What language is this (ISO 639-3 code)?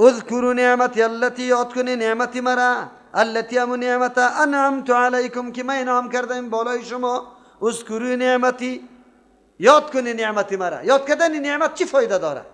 fas